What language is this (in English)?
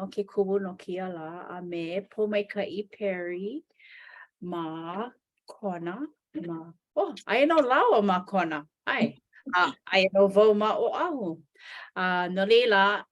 Hawaiian